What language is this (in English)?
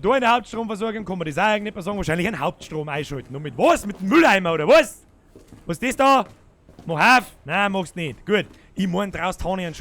Bavarian